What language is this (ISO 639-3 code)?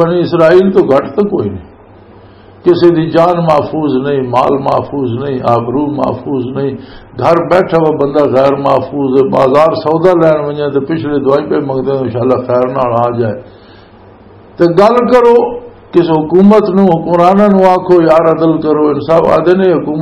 lah